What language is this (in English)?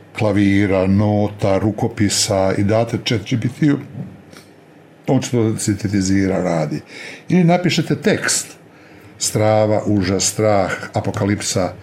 Croatian